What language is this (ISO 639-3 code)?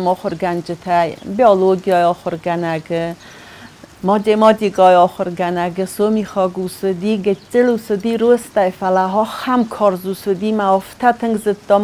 oss